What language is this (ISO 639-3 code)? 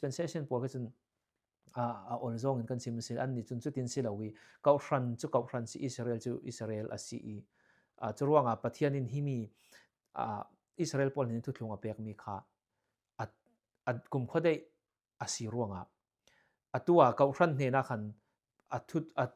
cfm